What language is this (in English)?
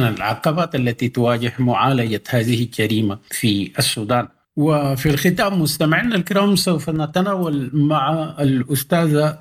Sudanese Arabic